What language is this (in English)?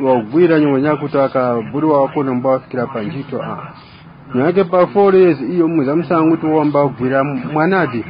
Tumbuka